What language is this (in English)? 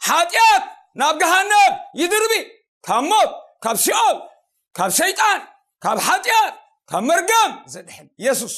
Tigrinya